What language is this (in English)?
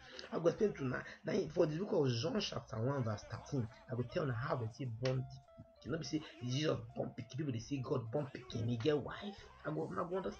Nigerian Pidgin